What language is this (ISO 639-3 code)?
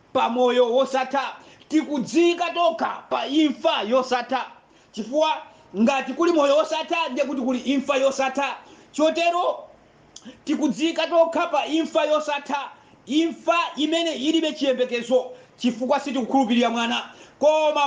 nya